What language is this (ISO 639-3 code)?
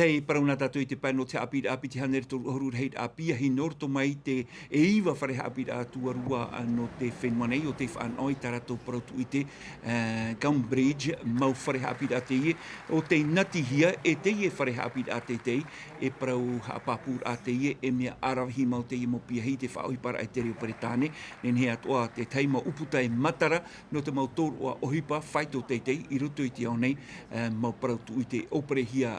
tah